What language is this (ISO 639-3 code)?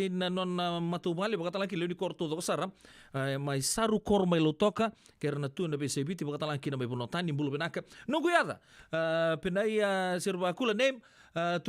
fij